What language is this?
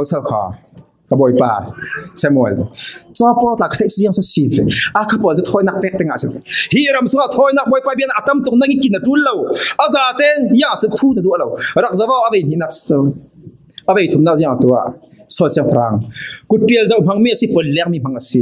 Falam Chin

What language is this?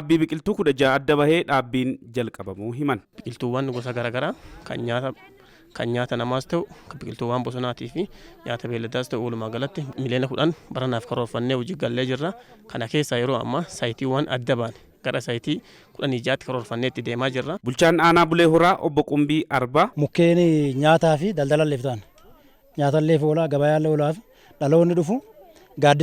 Oromo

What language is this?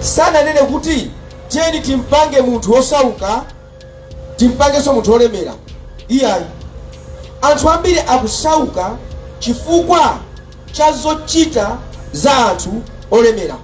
Nyanja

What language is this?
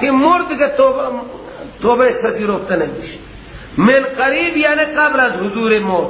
Persian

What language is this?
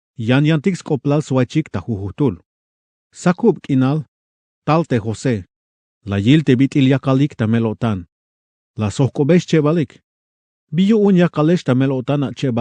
Tzeltal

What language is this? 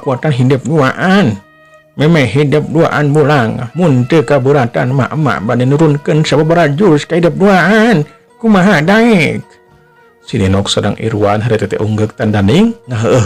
Sundanese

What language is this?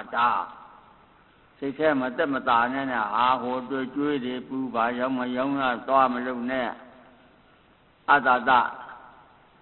Burmese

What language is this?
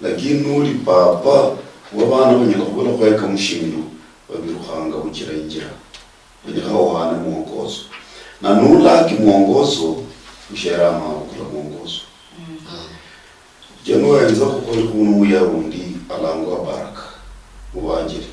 Luyia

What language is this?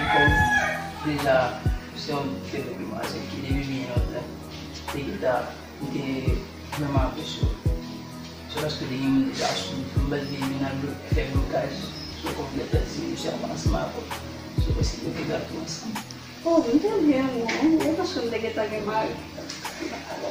Haitian Creole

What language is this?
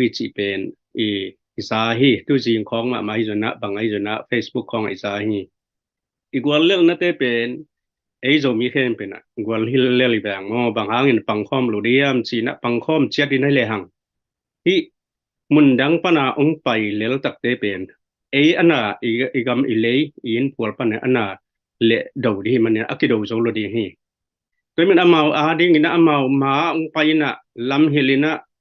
Tedim Chin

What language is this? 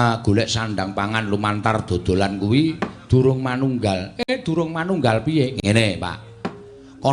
Javanese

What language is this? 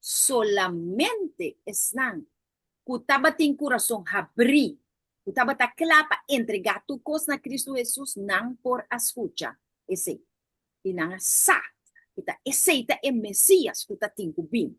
Papiamento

